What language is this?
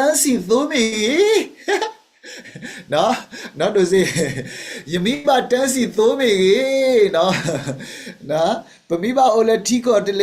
S'gaw Karen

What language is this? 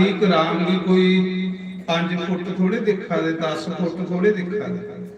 Dogri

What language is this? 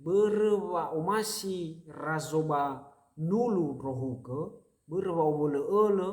Nias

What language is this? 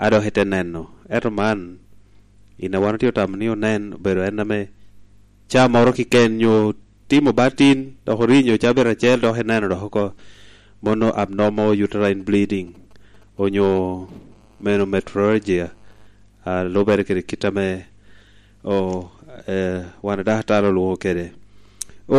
Lango (Uganda)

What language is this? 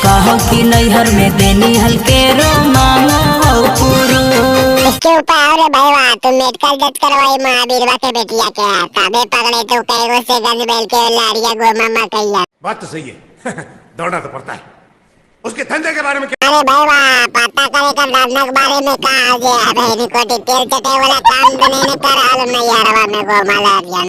Magahi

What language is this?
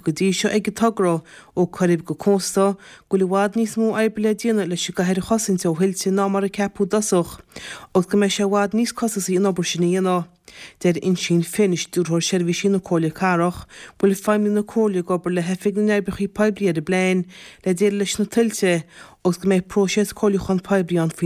Irish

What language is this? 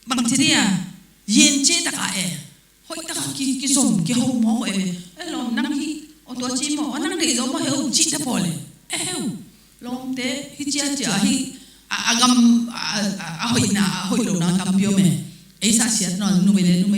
Tedim Chin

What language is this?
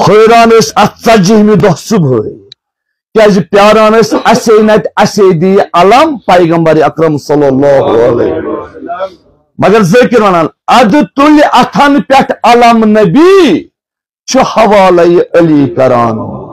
Kashmiri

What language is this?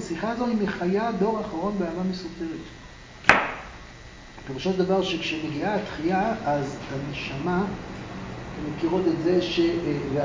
Hebrew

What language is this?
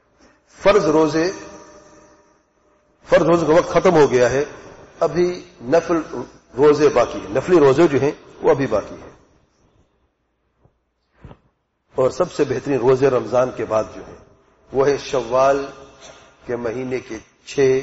Urdu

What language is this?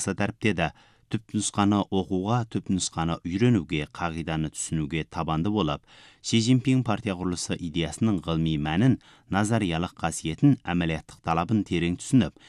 Kazakh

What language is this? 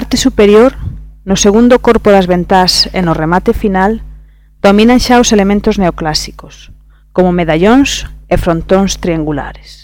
Galician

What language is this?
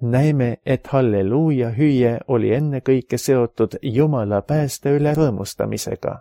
Estonian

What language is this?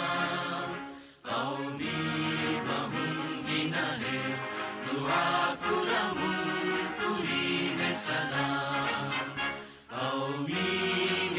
Divehi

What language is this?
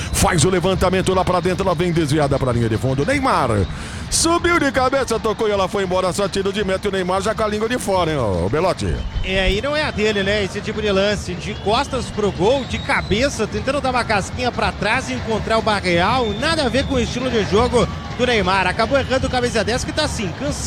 Portuguese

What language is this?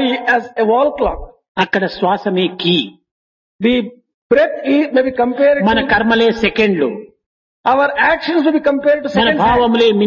Telugu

